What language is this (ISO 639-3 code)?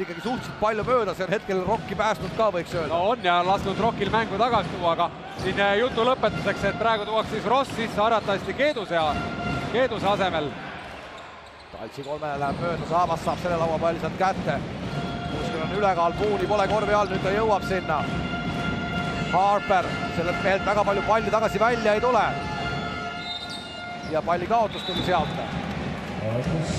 est